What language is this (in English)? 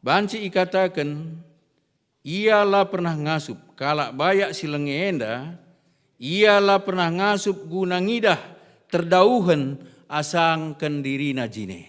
Batak Karo